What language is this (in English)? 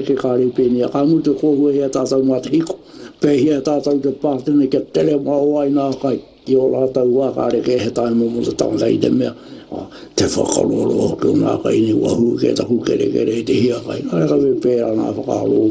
Māori